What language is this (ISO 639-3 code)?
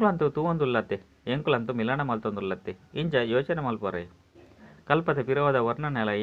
tcy